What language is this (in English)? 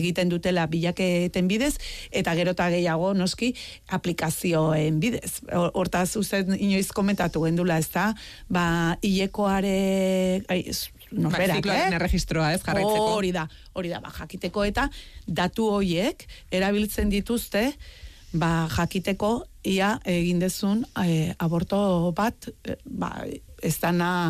Basque